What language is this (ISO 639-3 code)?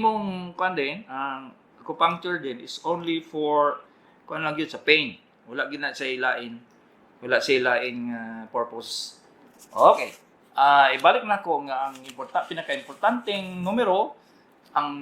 ceb